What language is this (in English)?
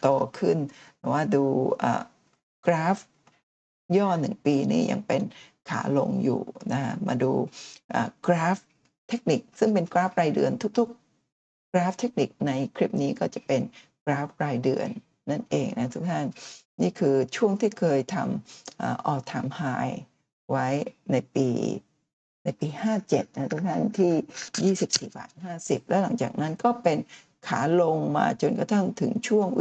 Thai